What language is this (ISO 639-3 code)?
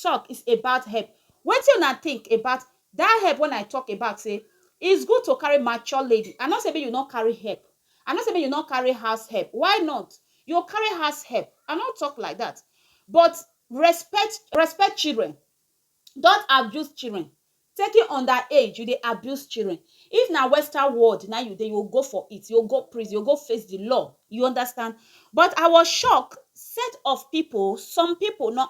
pcm